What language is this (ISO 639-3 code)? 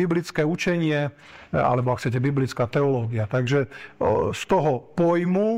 slk